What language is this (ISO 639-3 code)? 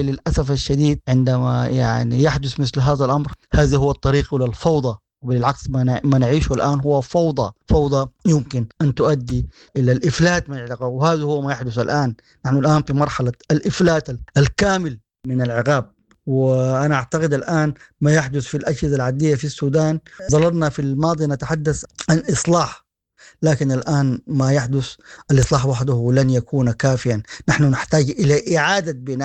apd